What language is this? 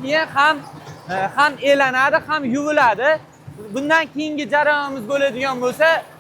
Uzbek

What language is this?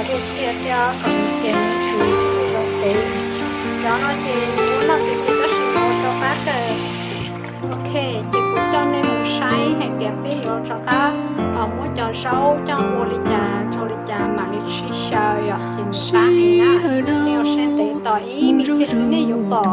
Hmong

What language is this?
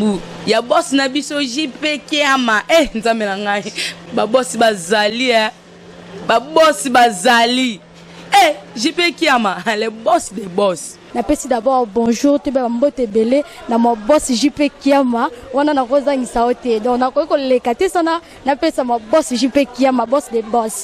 Lingala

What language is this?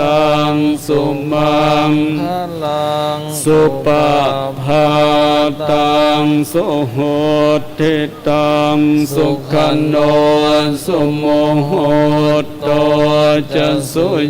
Pali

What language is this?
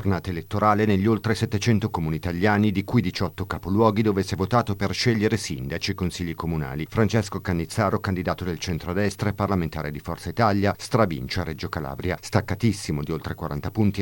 Italian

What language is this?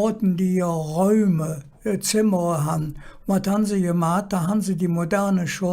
Colognian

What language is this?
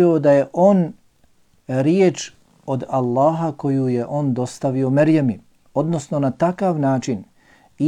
Bosnian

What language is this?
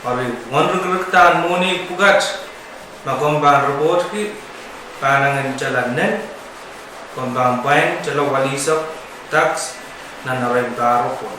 Pohnpeian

